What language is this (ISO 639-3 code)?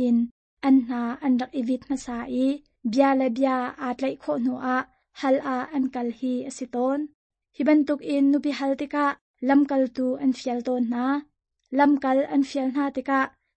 cnh